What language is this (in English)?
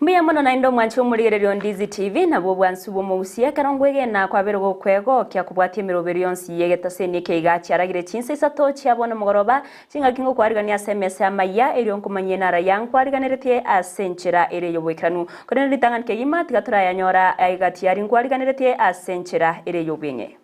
Gusii